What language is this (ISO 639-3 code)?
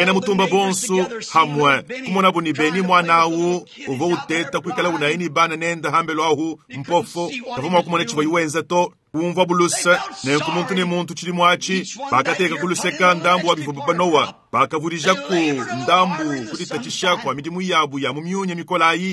lua